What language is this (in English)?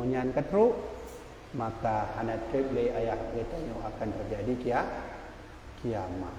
Achinese